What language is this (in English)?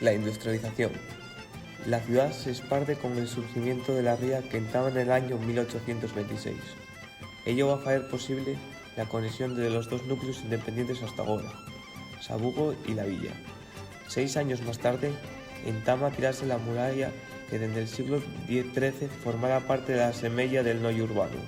Asturian